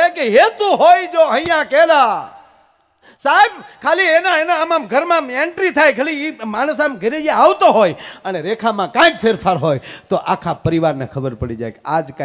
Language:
Gujarati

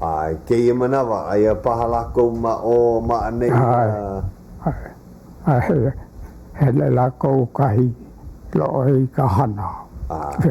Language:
Hawaiian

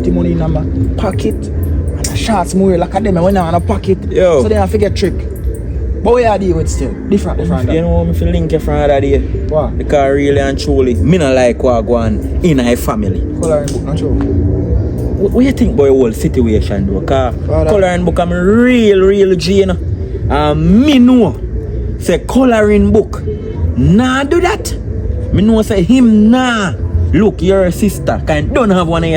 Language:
Jamaican Creole English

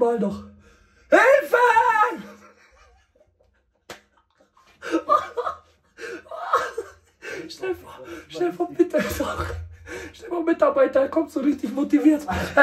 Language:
German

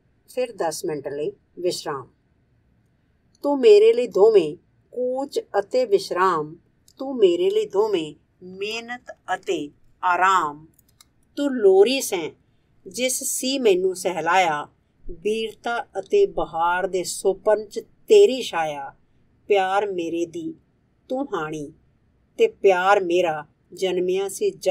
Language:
Punjabi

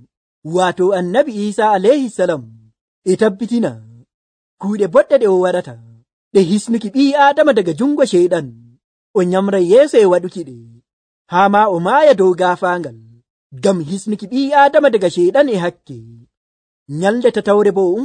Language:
Nigerian Fulfulde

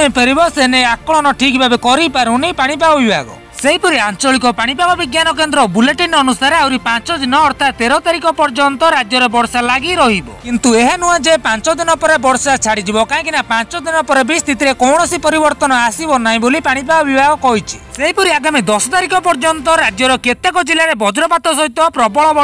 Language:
Odia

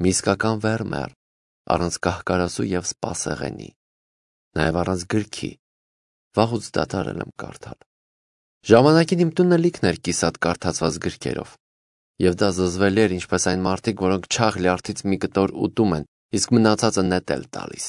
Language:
Armenian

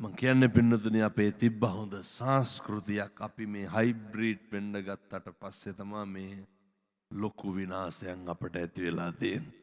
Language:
Sinhala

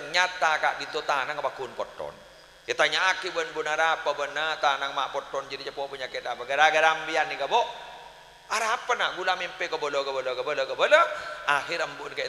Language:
Madurese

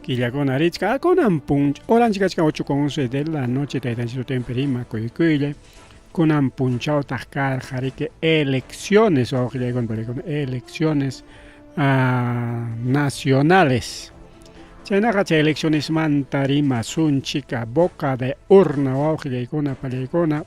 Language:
Ayacucho Quechua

